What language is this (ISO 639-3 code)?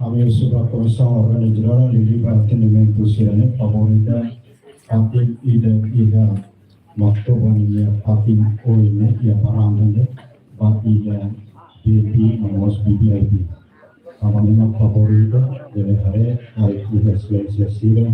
tet